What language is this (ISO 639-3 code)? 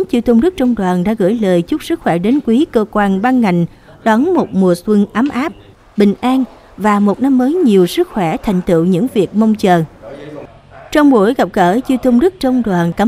vie